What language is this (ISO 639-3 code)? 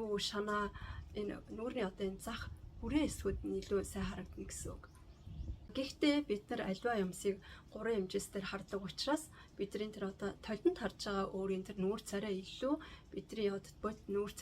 mon